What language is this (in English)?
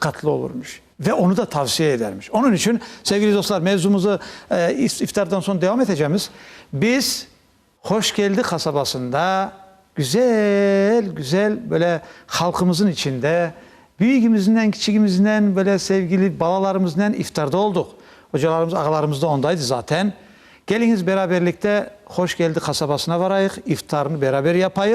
Crimean Tatar